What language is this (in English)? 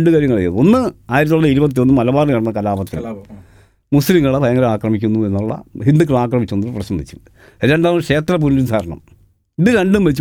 Malayalam